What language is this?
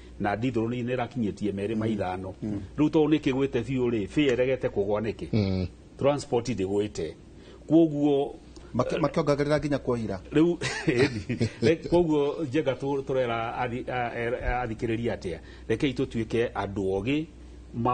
Kikuyu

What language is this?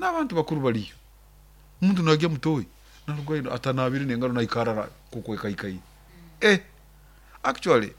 Nyoro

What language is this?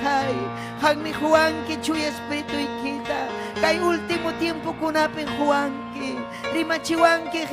Ayacucho Quechua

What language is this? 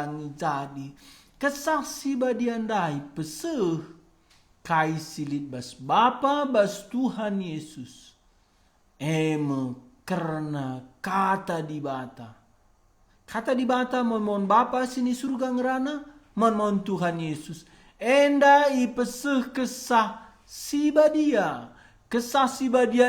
Batak Karo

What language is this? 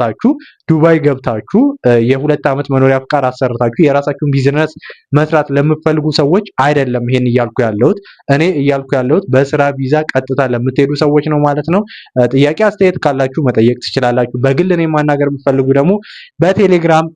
Amharic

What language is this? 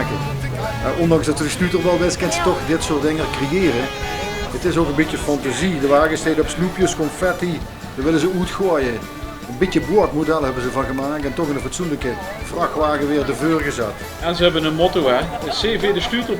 Limburgish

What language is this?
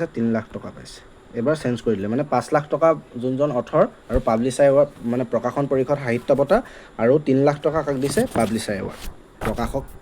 Assamese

